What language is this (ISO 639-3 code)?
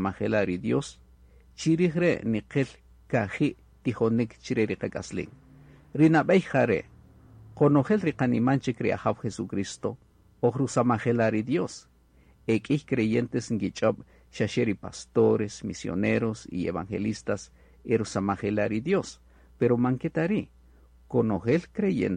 cak